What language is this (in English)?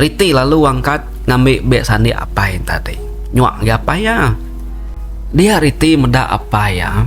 Iban